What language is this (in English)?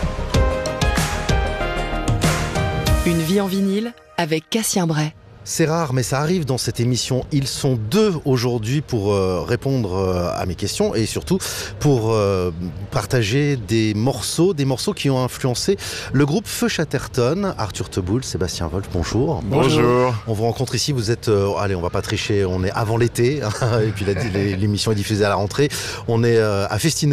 French